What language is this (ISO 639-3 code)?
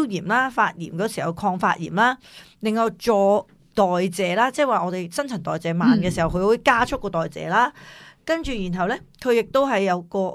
yue